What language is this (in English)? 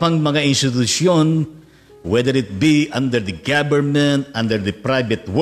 Filipino